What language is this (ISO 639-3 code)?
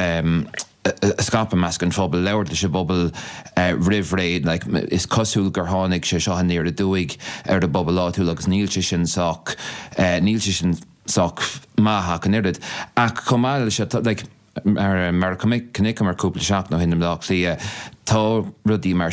gle